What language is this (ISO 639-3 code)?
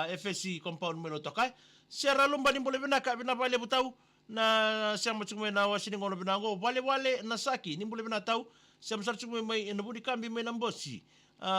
fij